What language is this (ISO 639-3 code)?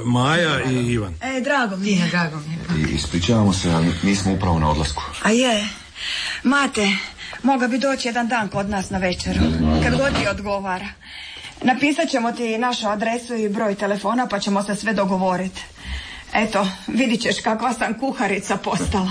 hrv